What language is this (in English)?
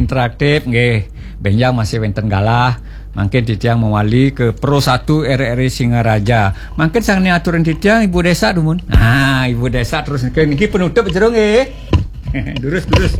Balinese